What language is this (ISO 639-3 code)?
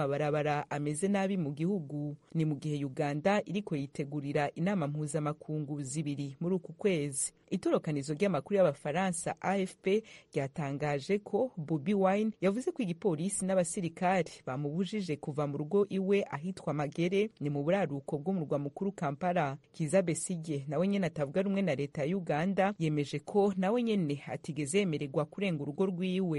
run